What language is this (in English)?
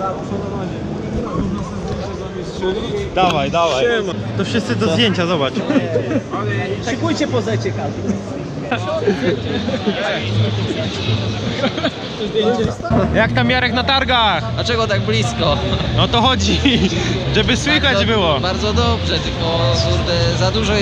Polish